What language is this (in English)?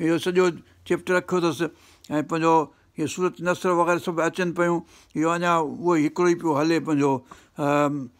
Sindhi